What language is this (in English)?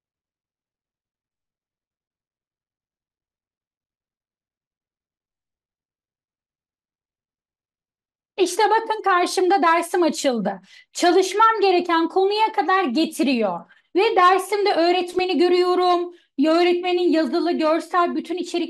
Turkish